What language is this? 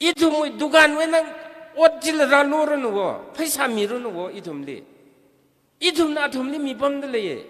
Tangkhul Naga (India)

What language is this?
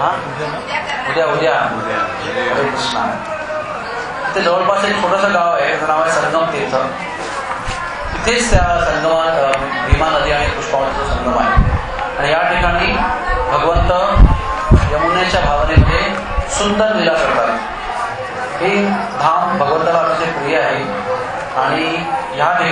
Marathi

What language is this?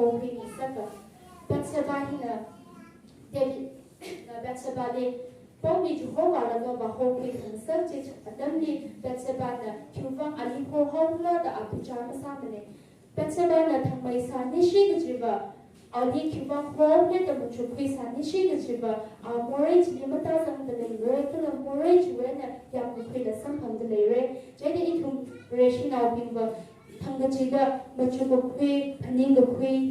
Tangkhul Naga (India)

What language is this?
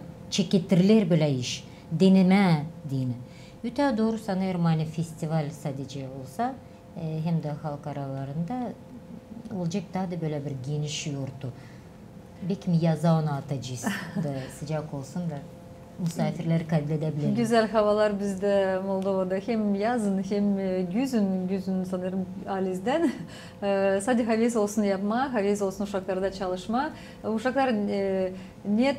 Gagauz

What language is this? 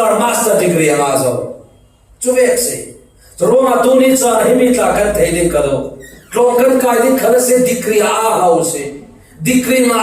Falam Chin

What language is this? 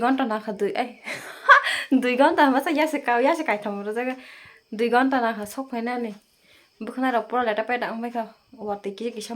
Kok Borok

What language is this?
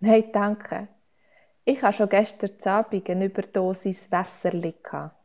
Swiss German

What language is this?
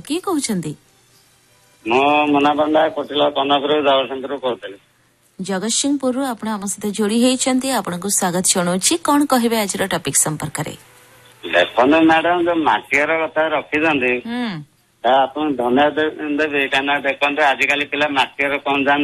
Odia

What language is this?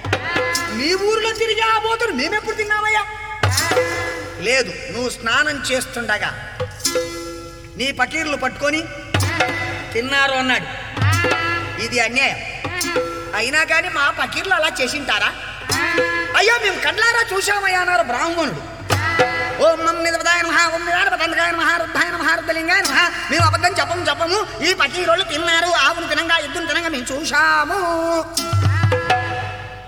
Telugu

